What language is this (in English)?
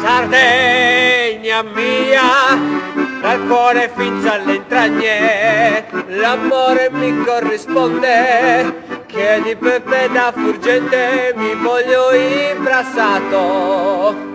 Sardinian